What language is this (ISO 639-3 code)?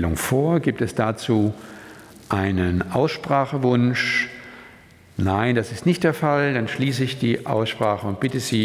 deu